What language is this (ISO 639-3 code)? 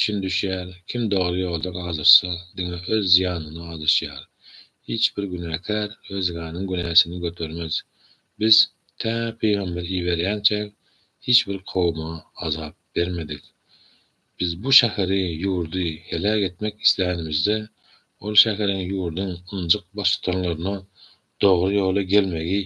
tuk